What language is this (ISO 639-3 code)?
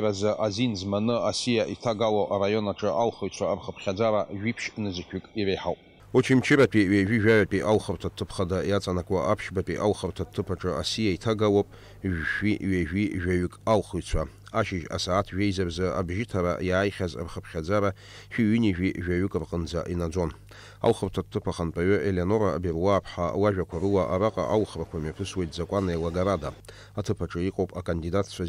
abk